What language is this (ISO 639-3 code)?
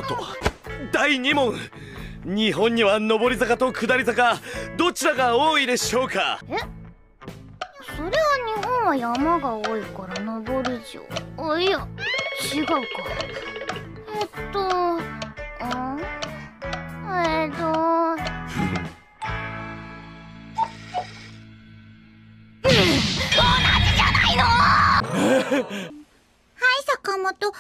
jpn